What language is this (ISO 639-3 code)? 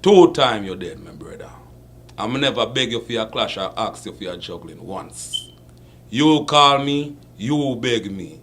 jam